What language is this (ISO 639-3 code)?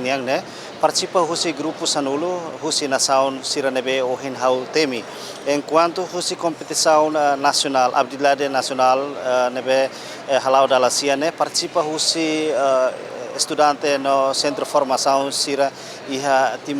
tet